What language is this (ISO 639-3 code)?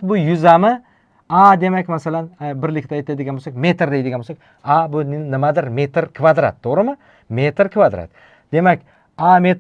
uzb